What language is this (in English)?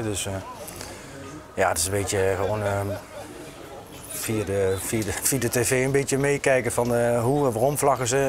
Dutch